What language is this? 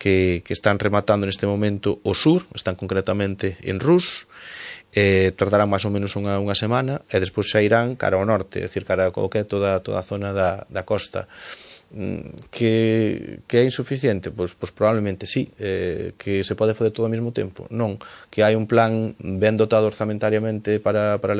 Galician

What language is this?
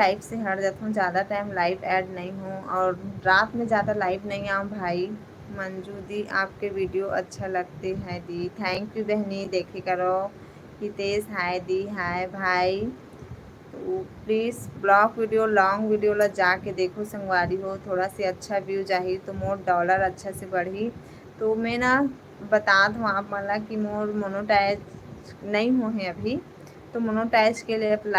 Chhattisgarhi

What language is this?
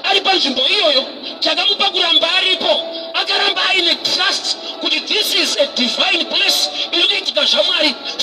Shona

